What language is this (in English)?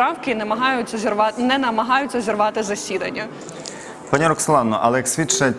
Ukrainian